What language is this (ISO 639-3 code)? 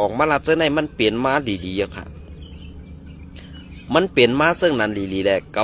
shn